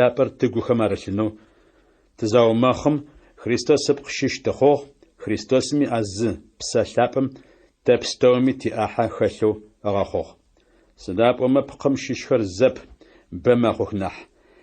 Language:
Adyghe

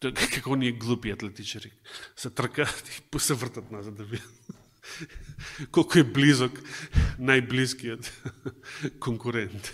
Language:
Macedonian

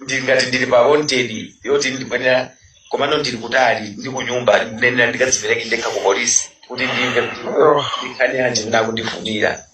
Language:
Nyanja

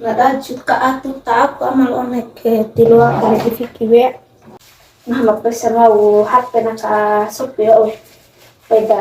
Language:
Bima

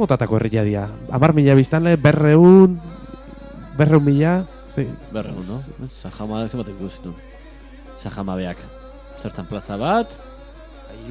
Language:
Basque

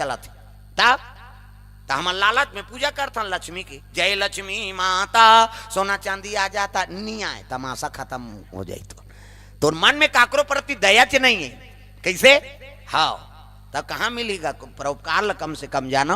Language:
Chhattisgarhi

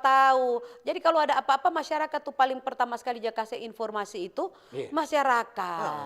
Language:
Manado Malay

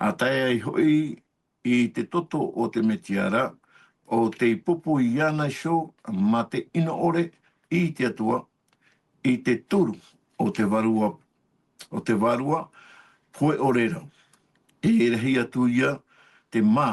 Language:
Tahitian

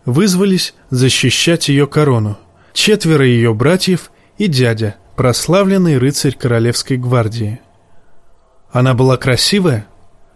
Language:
Russian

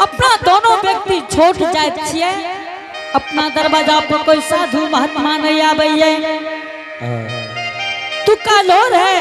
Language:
Angika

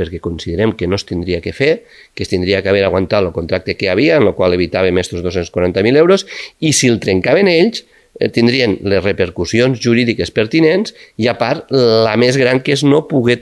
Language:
Catalan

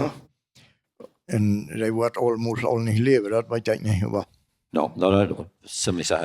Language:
Plautdietsch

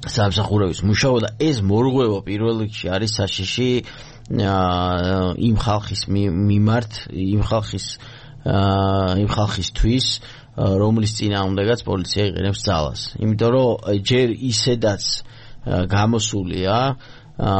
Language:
Georgian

